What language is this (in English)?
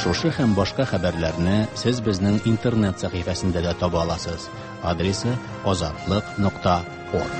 Tatar